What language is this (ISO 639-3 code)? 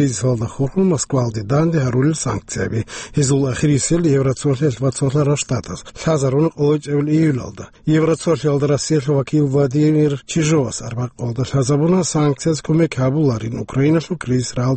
ava